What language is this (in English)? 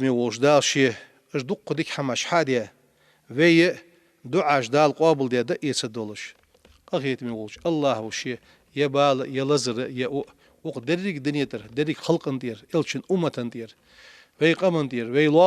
Ingush